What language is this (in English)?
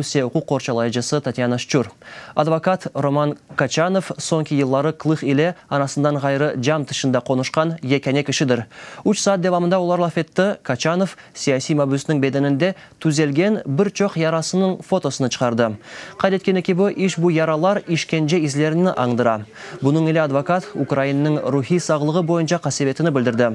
Crimean Tatar